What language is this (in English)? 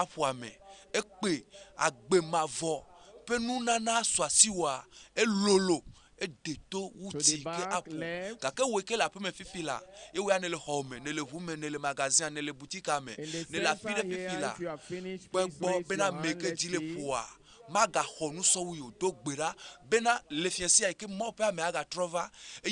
Ewe